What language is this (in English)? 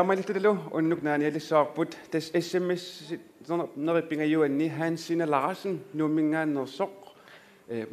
Kalaallisut